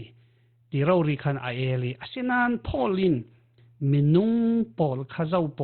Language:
Falam Chin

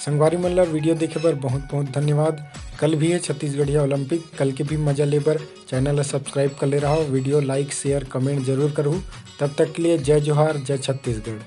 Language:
Chhattisgarhi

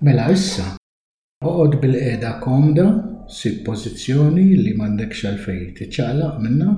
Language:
Maltese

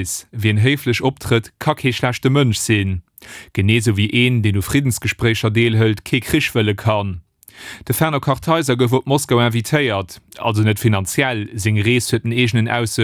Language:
Luxembourgish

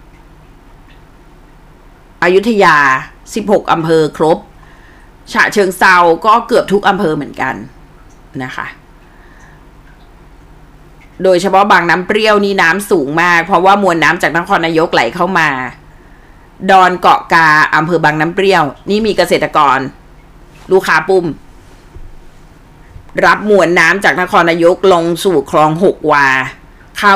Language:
Thai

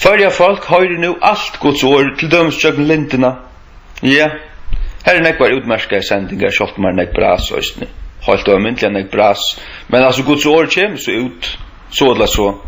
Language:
Faroese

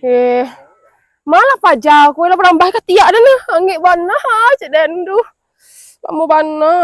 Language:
Minangkabau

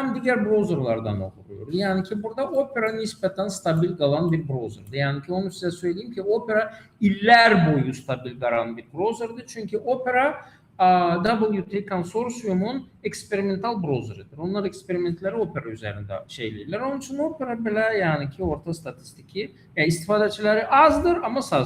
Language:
Azerbaijani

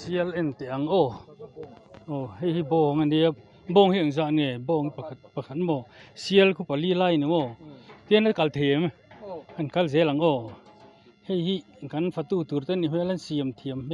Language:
Mizo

